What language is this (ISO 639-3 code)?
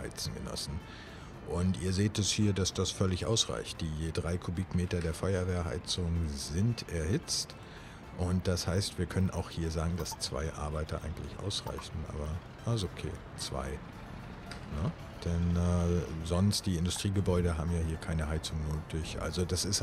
deu